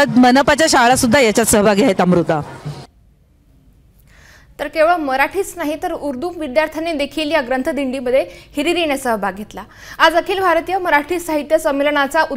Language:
Marathi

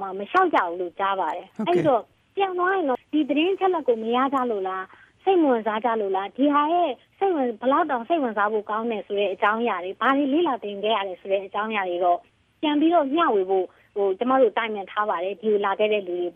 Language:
Burmese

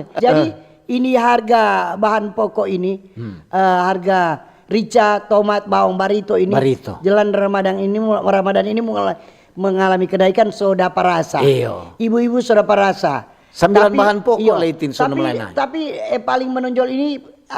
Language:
Manado Malay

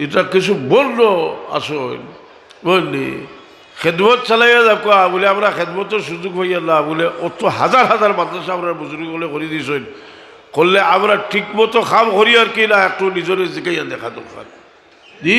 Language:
Sylheti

